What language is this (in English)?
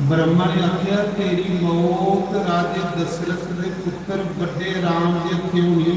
Dogri